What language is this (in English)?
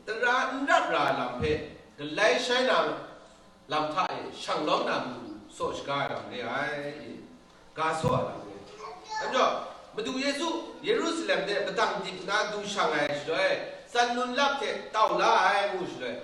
Kachin